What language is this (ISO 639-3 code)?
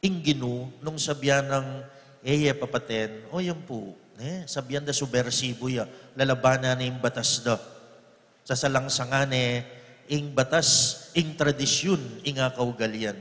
pam